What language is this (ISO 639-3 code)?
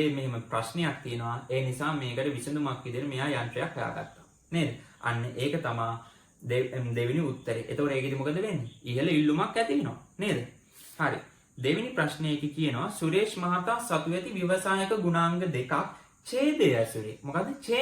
sin